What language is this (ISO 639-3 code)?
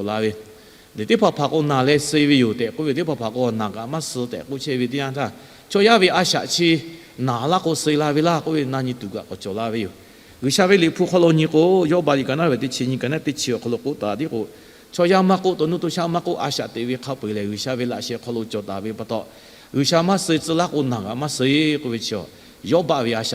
lhu